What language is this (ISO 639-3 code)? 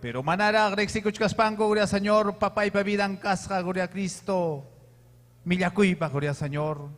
quy